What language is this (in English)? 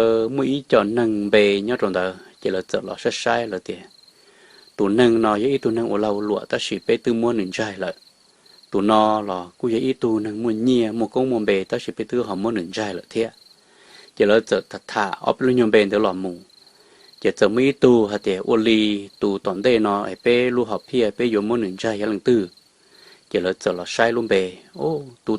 Hmong